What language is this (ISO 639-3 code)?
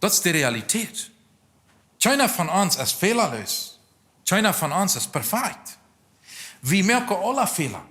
pdt